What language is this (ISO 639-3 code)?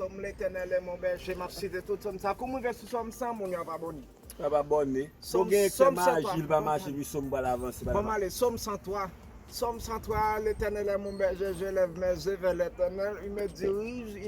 hat